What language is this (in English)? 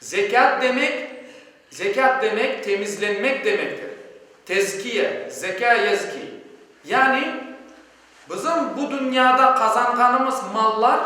Crimean Tatar